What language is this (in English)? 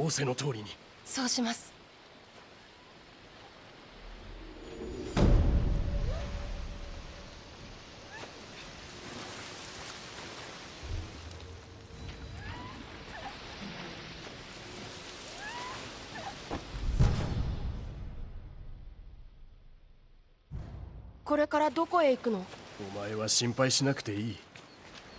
Japanese